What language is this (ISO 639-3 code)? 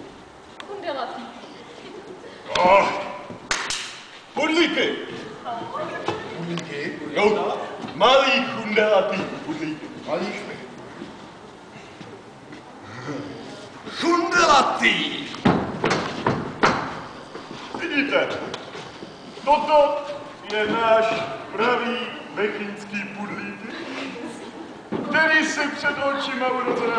ces